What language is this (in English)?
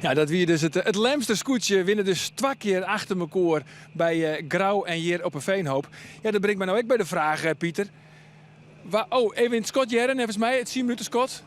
Western Frisian